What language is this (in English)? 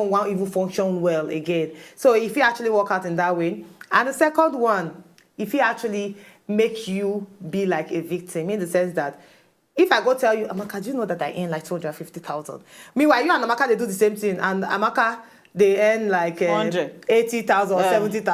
Nigerian Pidgin